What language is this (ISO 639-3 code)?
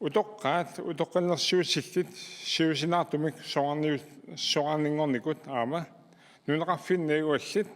kal